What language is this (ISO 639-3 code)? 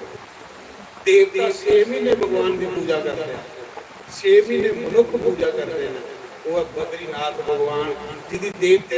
doi